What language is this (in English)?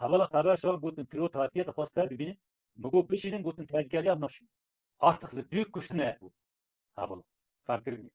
Kurdish